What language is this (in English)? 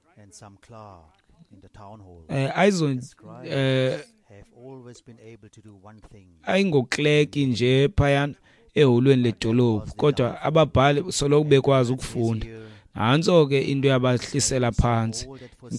Xhosa